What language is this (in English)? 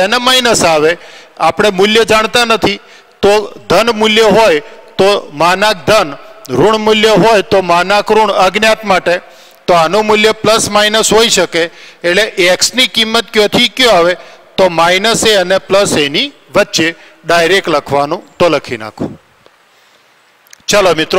Gujarati